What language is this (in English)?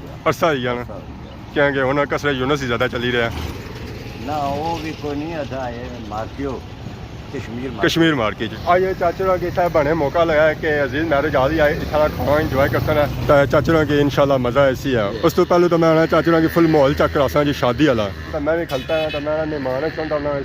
Pahari-Potwari